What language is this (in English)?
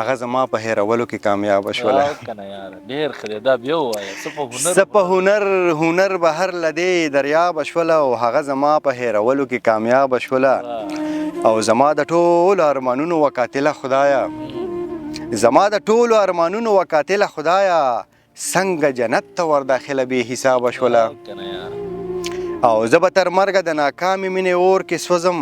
Pashto